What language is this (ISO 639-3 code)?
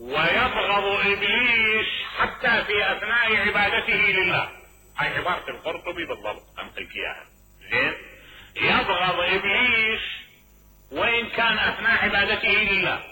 acm